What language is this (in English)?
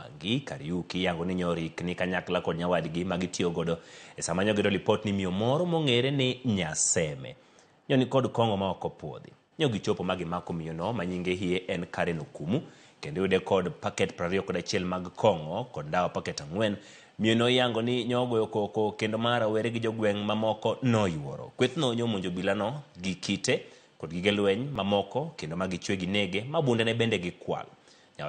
Luo (Kenya and Tanzania)